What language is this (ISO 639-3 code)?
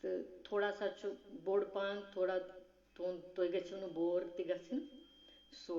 kas